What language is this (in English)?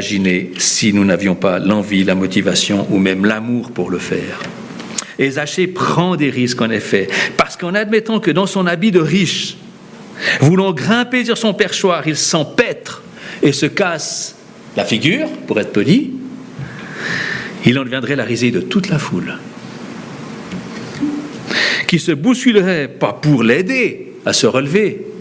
French